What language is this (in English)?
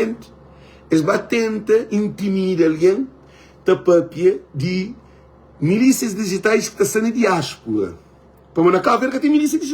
Kabuverdianu